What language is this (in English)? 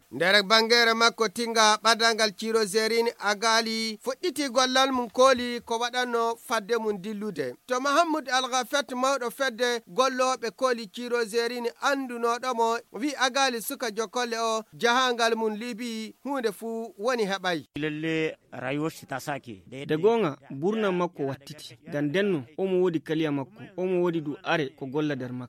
Fula